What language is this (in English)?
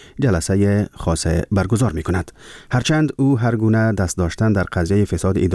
Persian